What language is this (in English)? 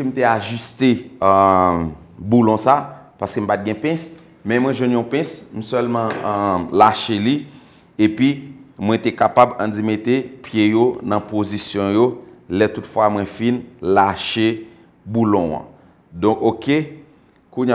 Haitian Creole